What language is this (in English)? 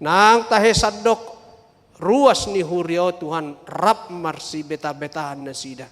Batak Toba